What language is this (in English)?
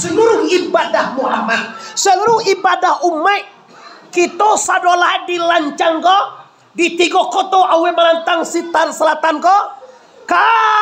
Minangkabau